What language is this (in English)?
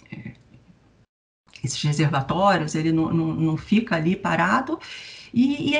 Portuguese